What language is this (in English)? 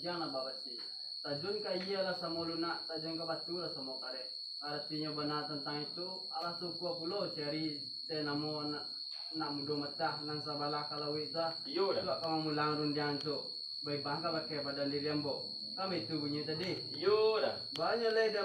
Minangkabau